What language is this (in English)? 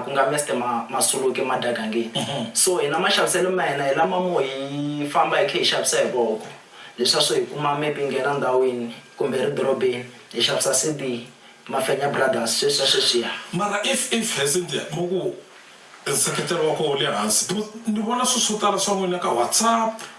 Tsonga